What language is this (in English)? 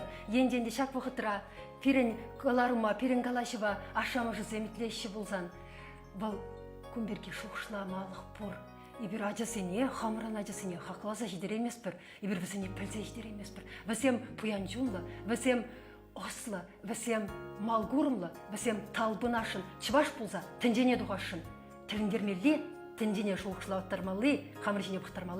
Chuvash